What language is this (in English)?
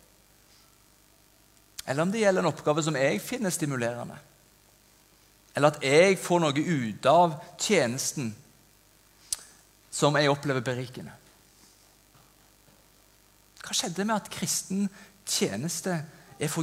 Norwegian